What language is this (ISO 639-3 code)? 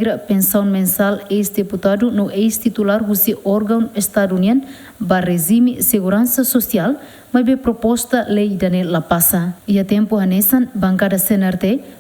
tet